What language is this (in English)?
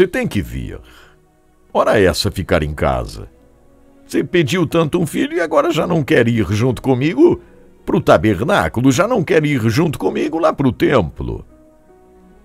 Portuguese